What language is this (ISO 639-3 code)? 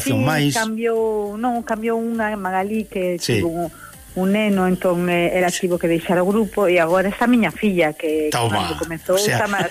glg